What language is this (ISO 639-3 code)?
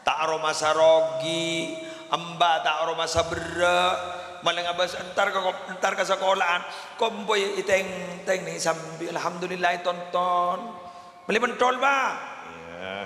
mad